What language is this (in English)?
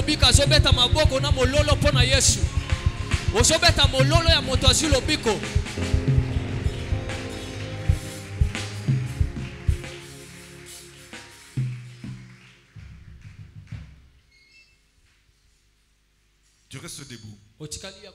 French